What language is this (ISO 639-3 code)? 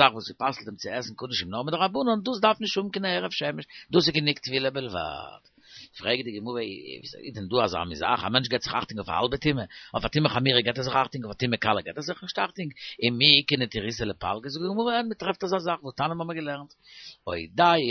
yid